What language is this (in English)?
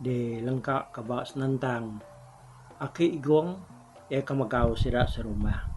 Iban